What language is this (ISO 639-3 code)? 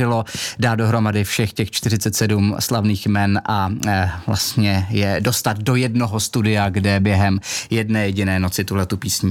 ces